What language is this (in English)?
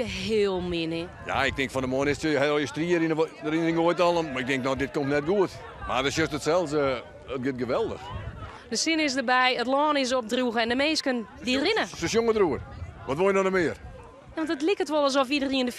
Western Frisian